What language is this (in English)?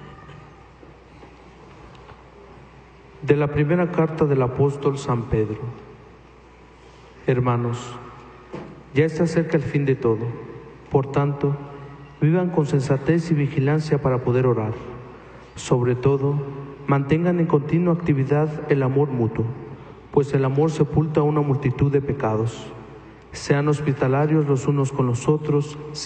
Spanish